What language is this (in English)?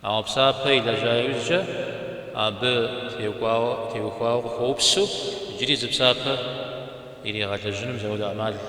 Kabardian